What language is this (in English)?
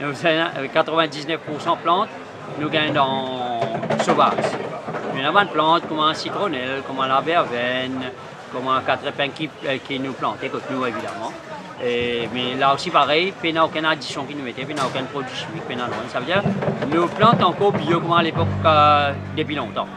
Morisyen